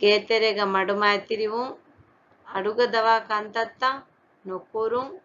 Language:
Divehi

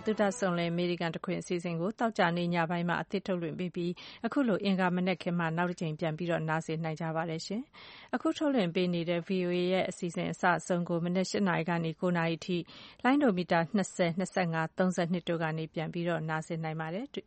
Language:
Burmese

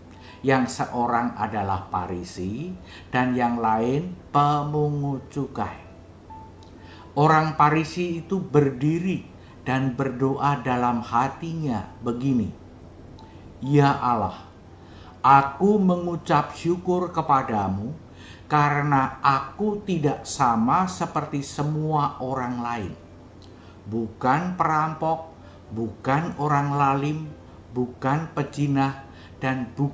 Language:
Indonesian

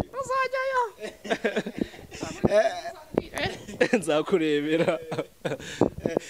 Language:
Kinyarwanda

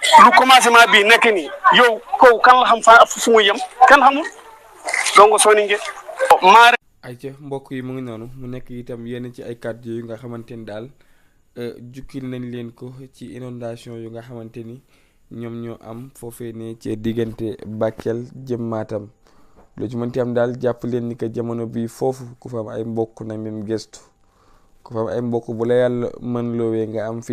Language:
Wolof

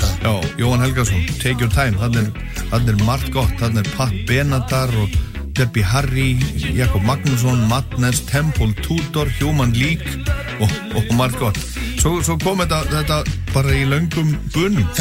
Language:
Icelandic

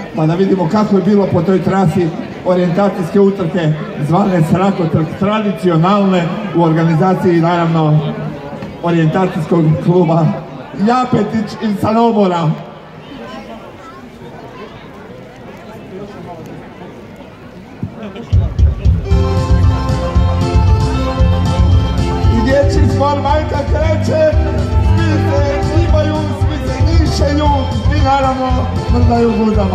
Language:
Croatian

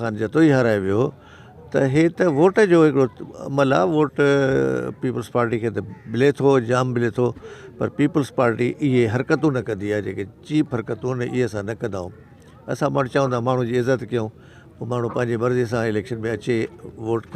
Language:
Sindhi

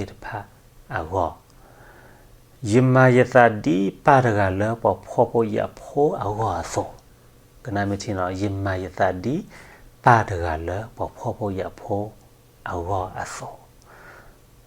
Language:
S'gaw Karen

